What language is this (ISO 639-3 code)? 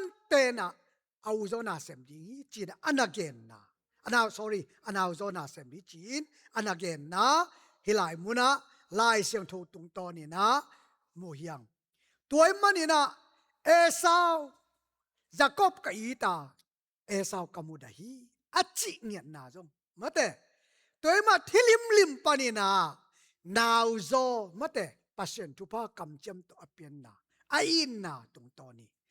ctd